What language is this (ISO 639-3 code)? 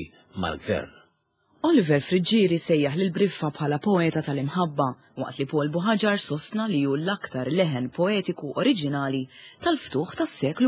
mlt